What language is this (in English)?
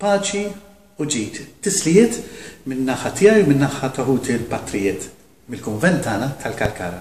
Maltese